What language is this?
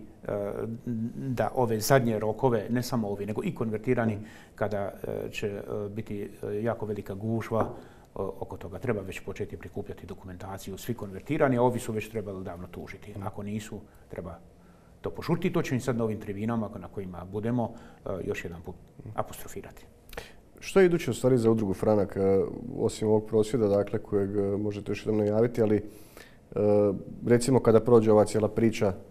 Croatian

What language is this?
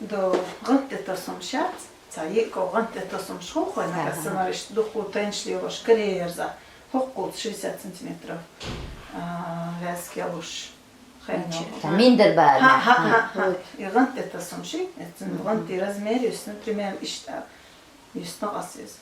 Chechen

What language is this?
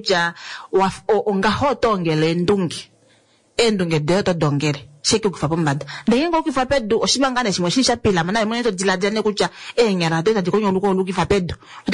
Kuanyama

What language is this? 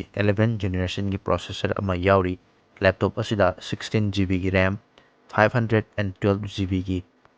Manipuri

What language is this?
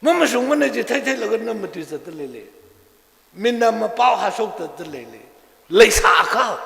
Tangkhul Naga (India)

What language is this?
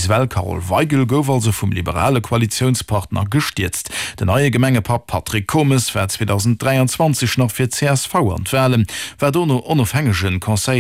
Luxembourgish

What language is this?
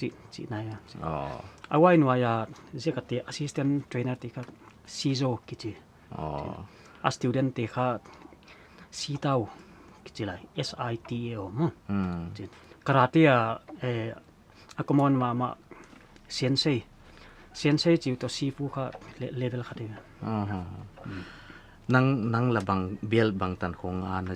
Paite Chin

